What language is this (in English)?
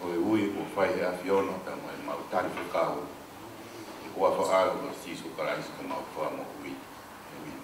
Tongan